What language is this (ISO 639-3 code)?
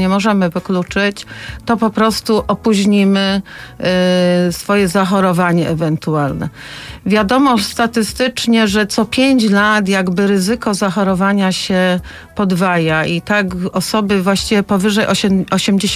pol